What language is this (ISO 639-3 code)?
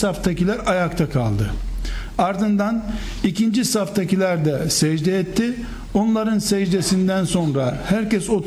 tur